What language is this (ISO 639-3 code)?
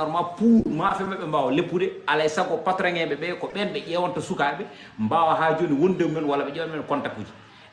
ful